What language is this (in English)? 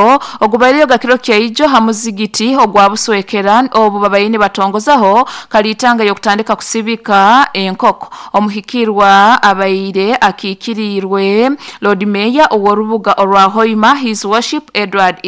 Nyoro